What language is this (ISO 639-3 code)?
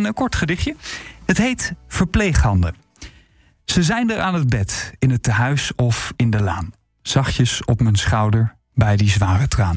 nld